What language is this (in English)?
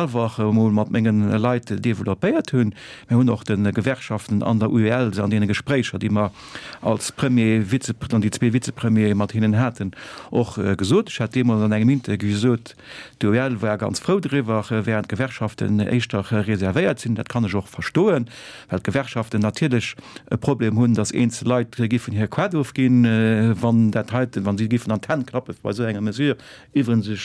Luxembourgish